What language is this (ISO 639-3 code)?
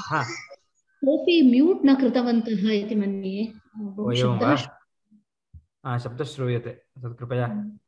san